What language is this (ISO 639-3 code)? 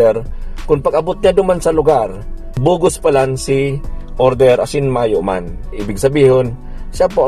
bik